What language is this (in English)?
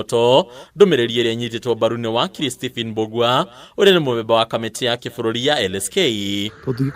Kikuyu